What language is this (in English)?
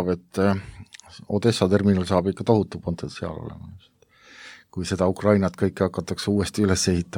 Estonian